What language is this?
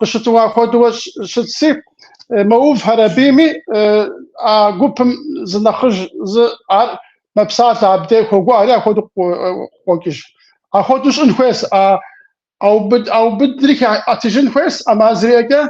Kabardian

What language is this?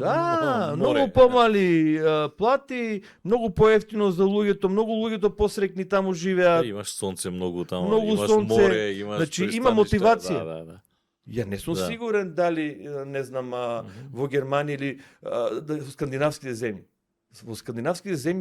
Macedonian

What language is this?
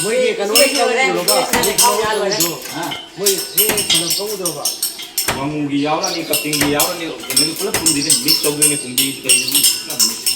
Manipuri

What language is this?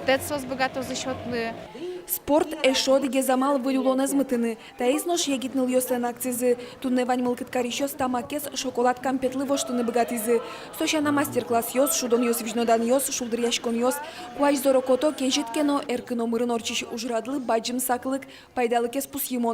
Udmurt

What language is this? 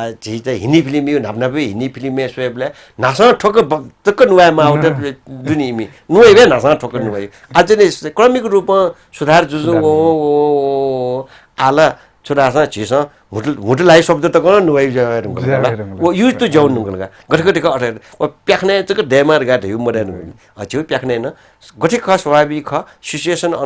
Newari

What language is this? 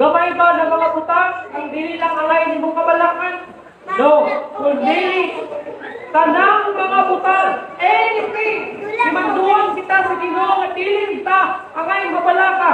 Cebuano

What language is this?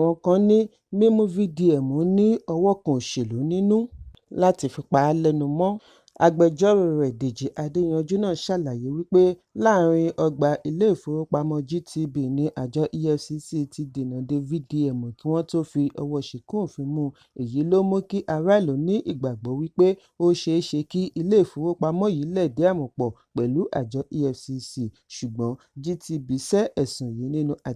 Yoruba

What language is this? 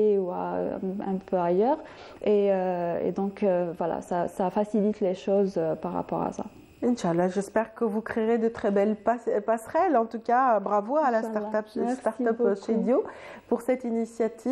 French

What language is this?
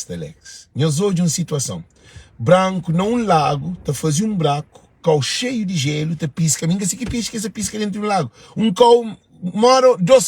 Kabuverdianu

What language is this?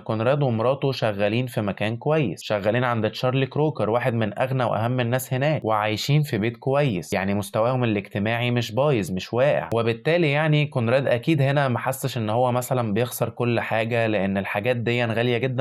Egyptian Arabic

